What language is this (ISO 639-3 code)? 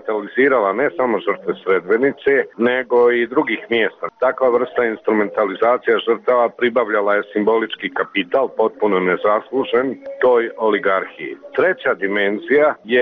bos